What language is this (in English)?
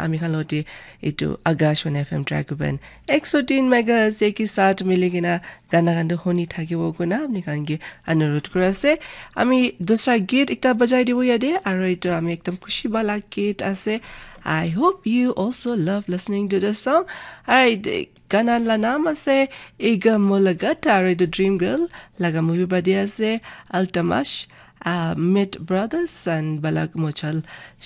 Naga Pidgin